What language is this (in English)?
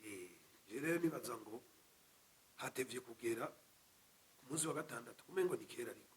Rundi